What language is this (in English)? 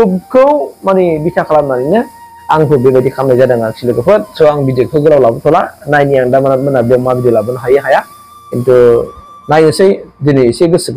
Bodo